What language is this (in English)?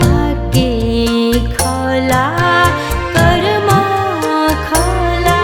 Newari